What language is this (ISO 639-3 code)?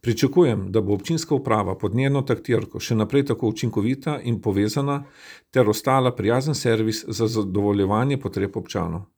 slv